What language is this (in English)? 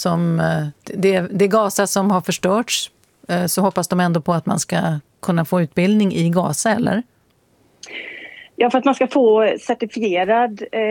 Swedish